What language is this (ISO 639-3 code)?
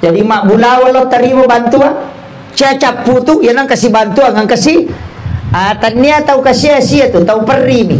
bug